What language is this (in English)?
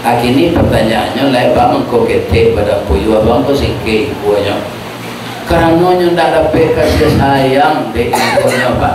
Minangkabau